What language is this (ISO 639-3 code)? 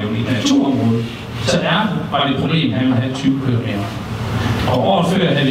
dan